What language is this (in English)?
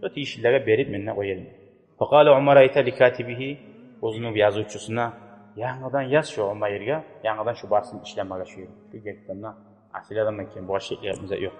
Kumyk